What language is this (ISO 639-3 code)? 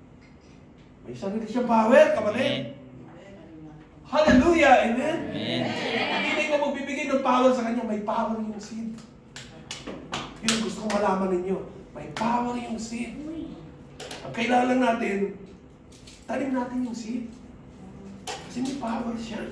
fil